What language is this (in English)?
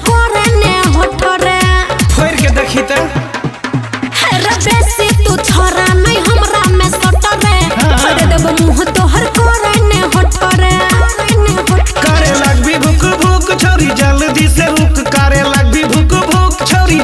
Bhojpuri